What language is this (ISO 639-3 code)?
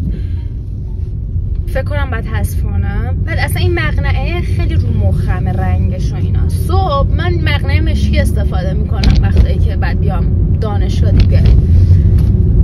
fas